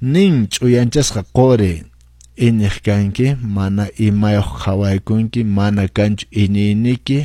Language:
Quechua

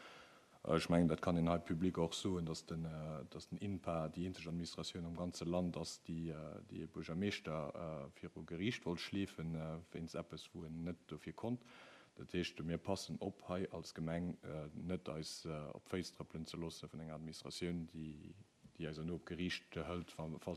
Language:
Luxembourgish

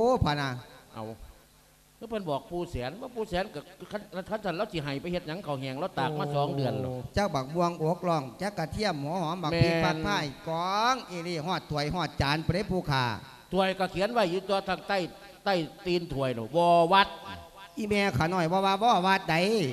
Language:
Lao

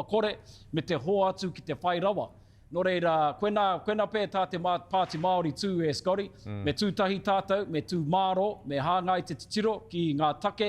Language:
Māori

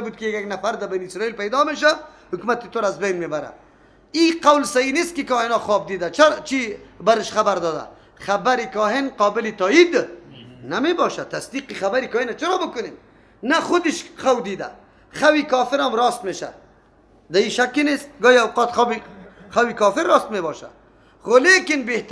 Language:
Persian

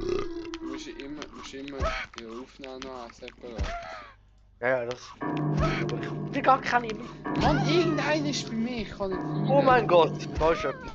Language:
Swiss German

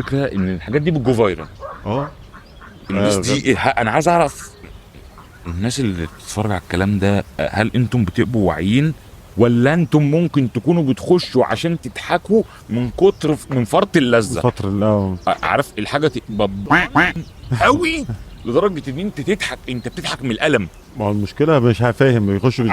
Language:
Egyptian Arabic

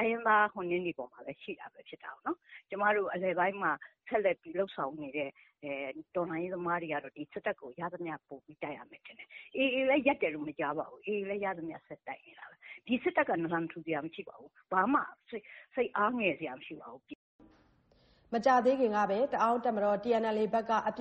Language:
Burmese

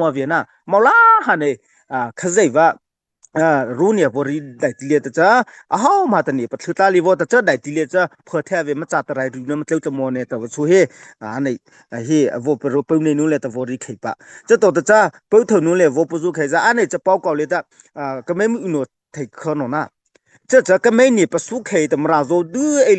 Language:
Mara Chin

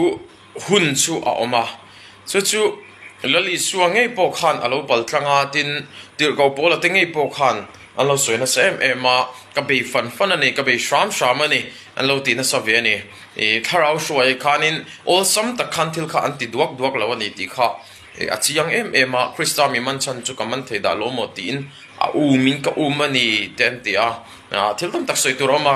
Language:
Mizo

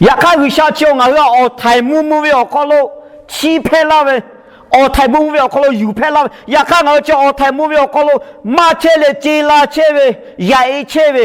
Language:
Lahu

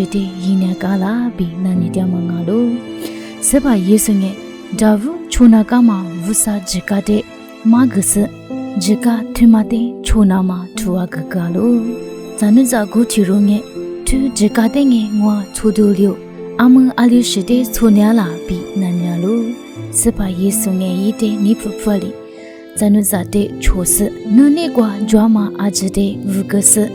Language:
Lisu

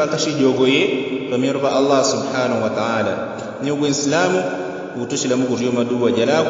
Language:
Yao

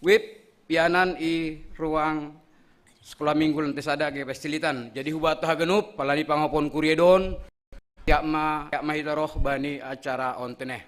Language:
Batak Simalungun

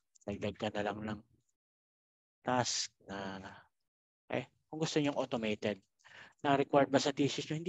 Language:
Filipino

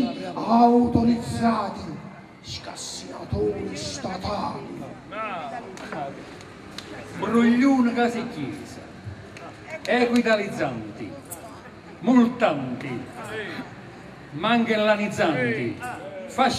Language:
Italian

